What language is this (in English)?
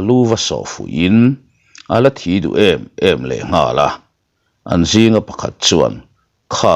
Mizo